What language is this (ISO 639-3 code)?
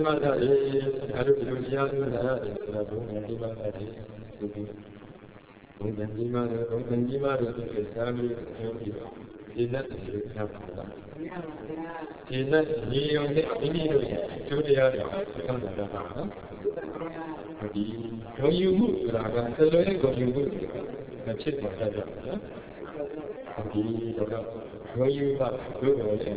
mya